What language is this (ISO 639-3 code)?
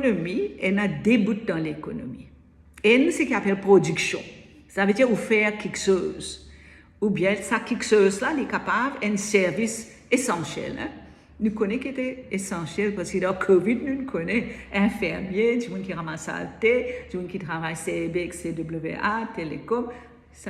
mfe